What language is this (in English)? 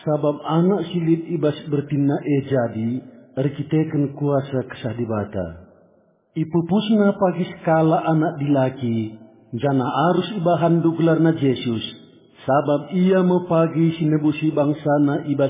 Batak Karo